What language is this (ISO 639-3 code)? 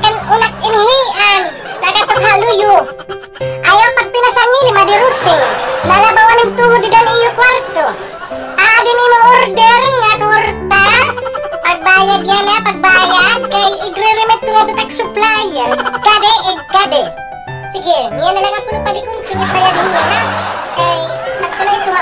war